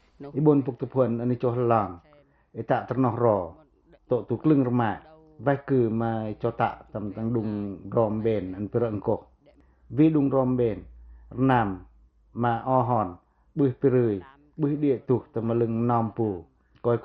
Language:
Pacoh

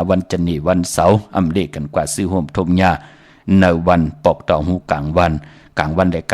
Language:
Shan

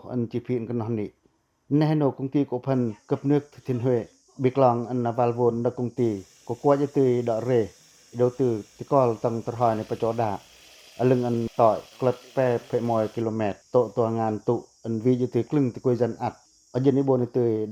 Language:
Pacoh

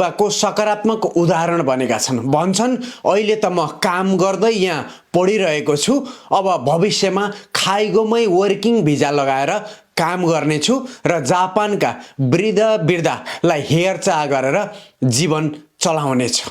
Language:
Nepali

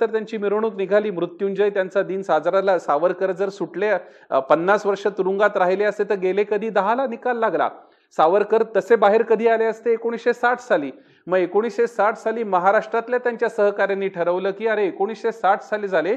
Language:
Marathi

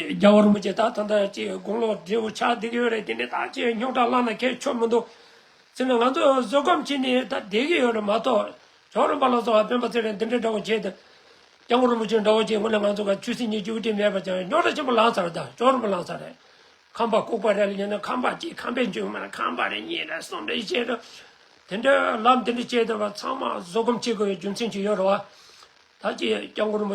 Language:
Tibetan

